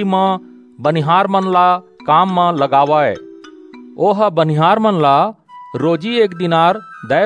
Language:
Chhattisgarhi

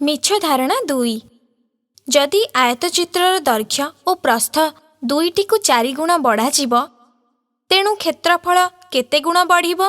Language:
Odia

